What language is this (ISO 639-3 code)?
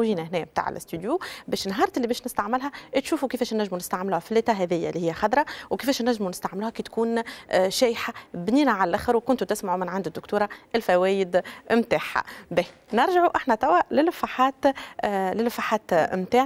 aeb